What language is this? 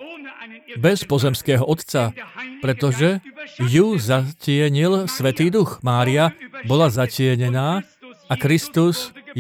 Slovak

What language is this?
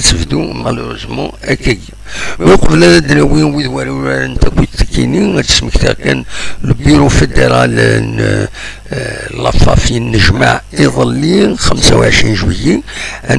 Kabyle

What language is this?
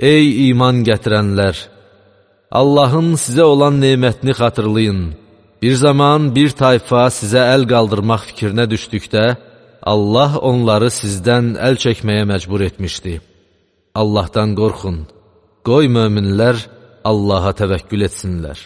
Azerbaijani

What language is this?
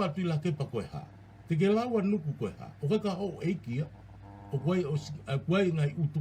Tongan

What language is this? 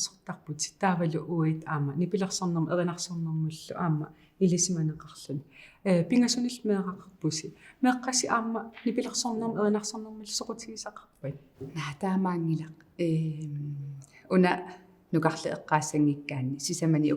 Kalaallisut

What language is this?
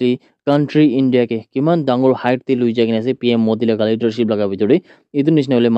Naga Pidgin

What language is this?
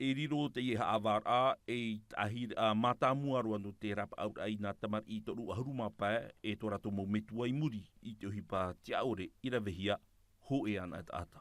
Tahitian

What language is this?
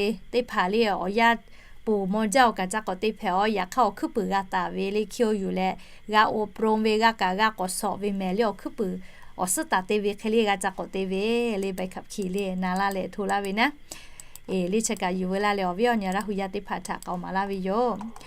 Lahu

